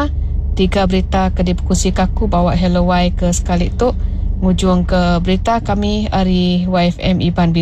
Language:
Iban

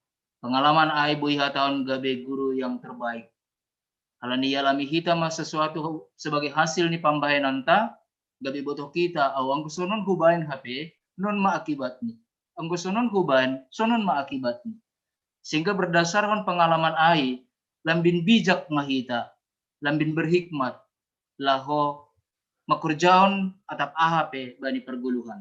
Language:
Batak Simalungun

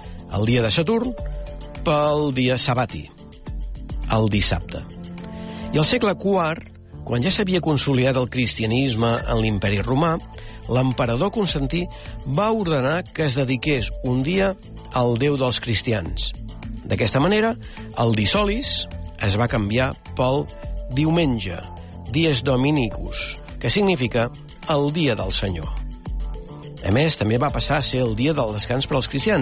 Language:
Catalan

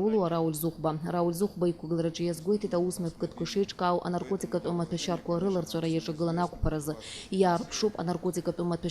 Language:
Abkhazian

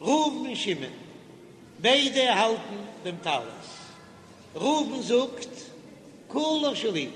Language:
Yiddish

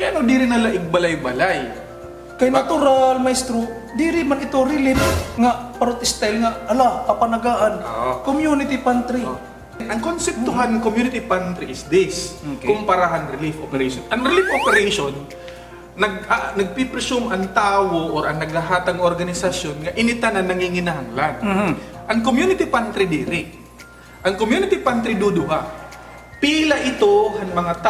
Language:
Waray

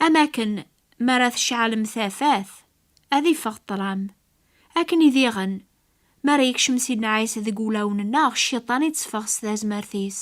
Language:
Kabyle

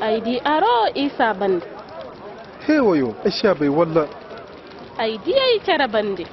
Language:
Koyraboro Senni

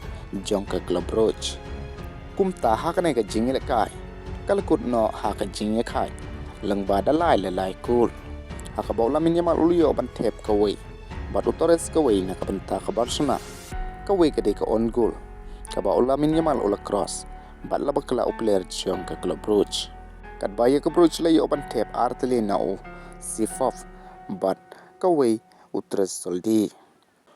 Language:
Khasi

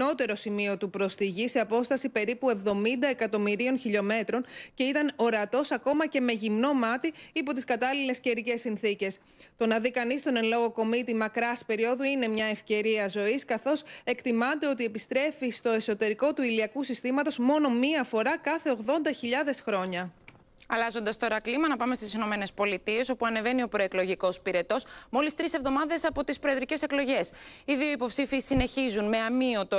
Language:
Greek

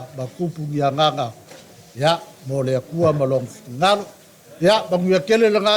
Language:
Samoan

